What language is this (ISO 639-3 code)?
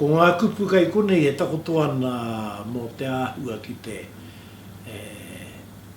mri